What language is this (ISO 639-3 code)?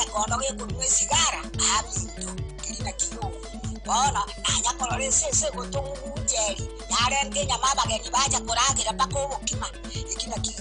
guz